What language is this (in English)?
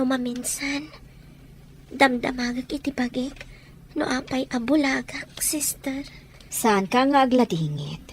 Iloko